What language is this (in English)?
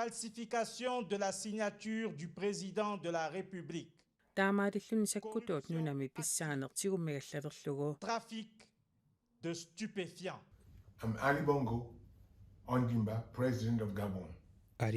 Kalaallisut